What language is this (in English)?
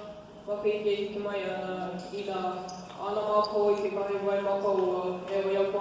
Hawaiian